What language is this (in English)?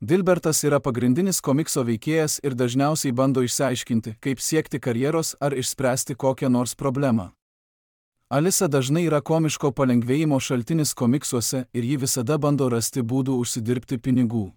Lithuanian